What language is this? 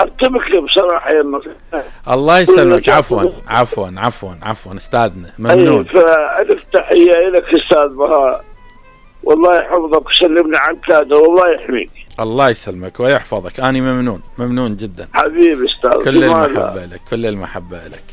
Mesopotamian Arabic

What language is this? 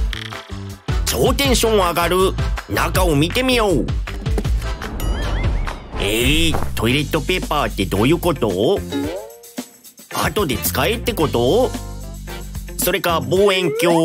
Japanese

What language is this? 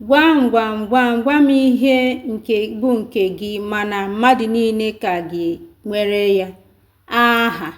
Igbo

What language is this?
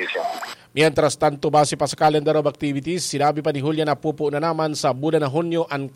Bikol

